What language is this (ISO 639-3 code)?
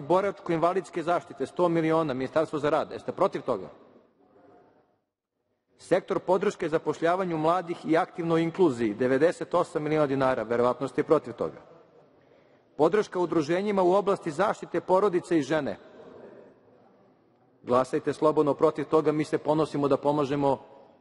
srp